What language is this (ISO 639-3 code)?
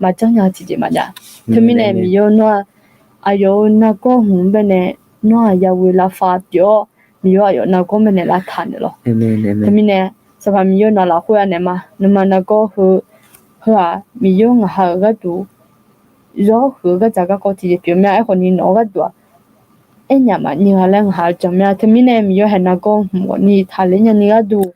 ahk